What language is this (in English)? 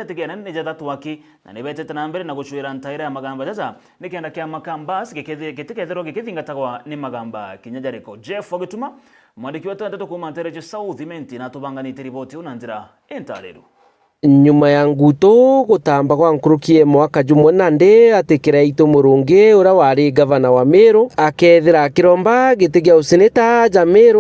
Meru